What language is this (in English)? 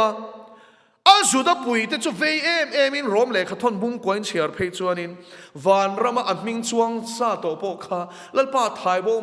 Mizo